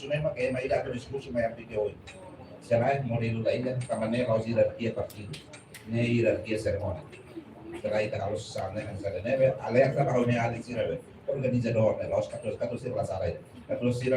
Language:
Tetum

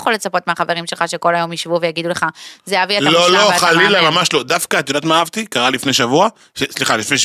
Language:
Hebrew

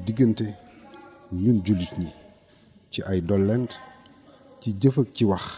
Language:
Wolof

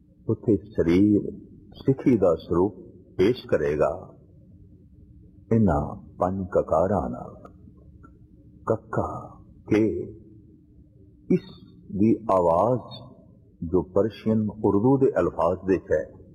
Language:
Punjabi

